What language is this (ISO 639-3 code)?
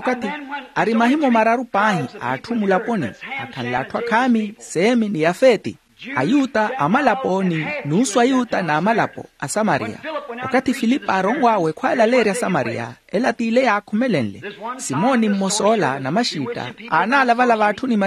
vmw